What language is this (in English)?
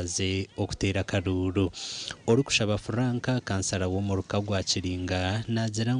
Nyankole